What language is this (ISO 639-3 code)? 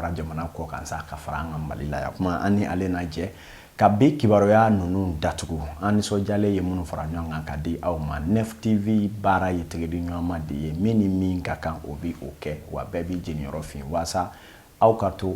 bam